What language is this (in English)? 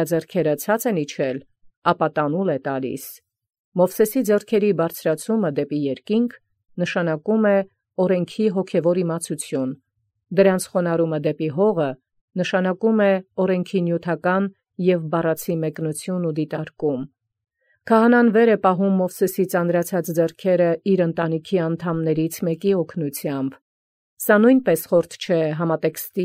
Armenian